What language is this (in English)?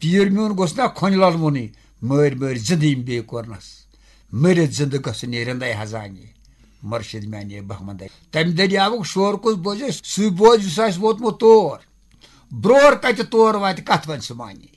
Kashmiri